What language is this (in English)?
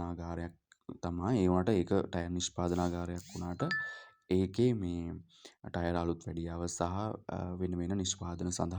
Sinhala